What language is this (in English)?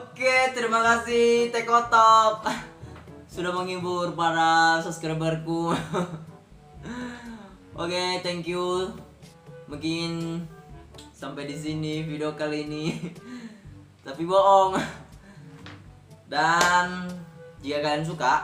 Indonesian